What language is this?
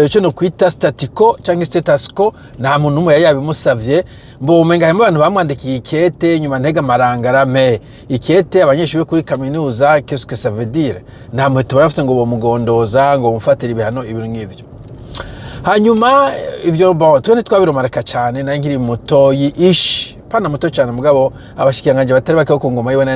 Rundi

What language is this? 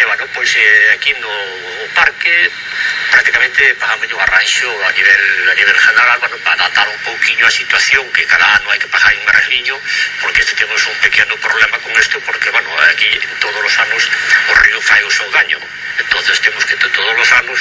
Galician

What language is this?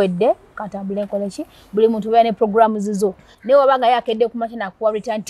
Ganda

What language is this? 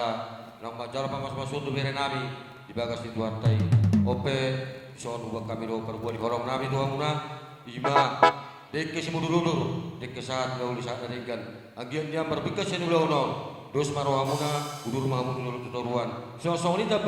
Batak Toba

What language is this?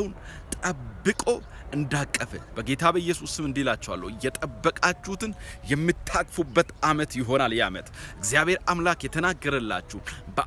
Amharic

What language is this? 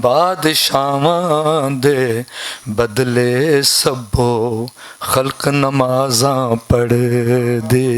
Western Panjabi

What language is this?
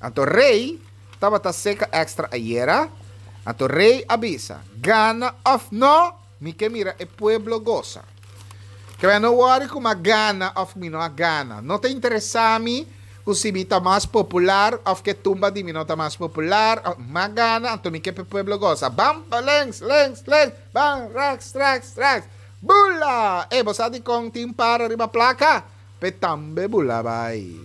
Papiamento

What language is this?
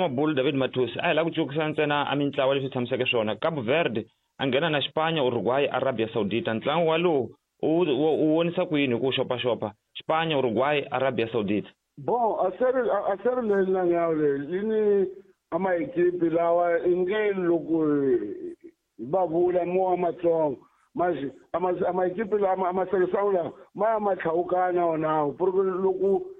Tsonga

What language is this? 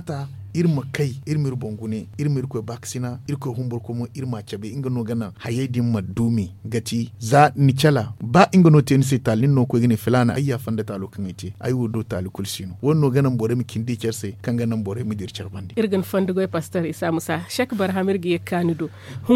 Zarma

